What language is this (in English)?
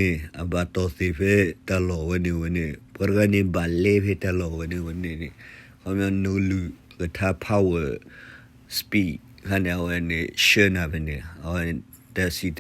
S'gaw Karen